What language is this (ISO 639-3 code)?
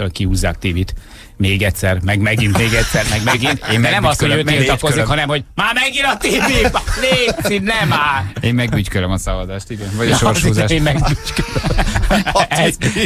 hun